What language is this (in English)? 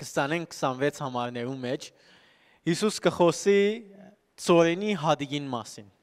Western Armenian